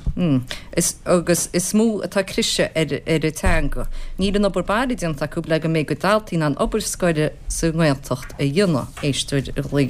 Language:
Irish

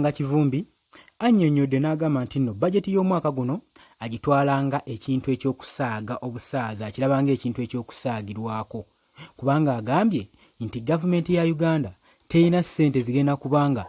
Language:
Ganda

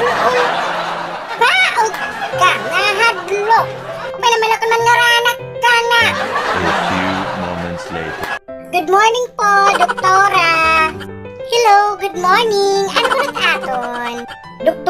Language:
Waray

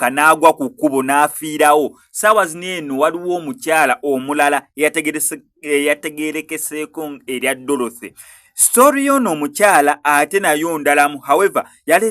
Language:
Ganda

